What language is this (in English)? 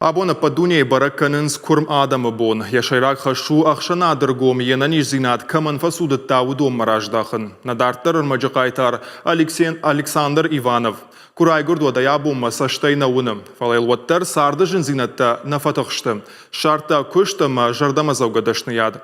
Ossetic